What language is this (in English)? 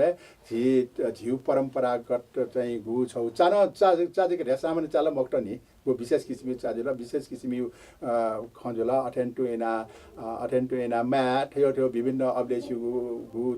Newari